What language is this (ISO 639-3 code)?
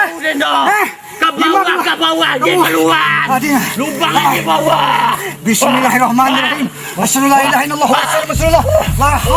min